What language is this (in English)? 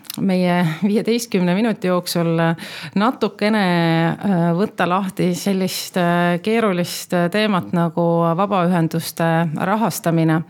Estonian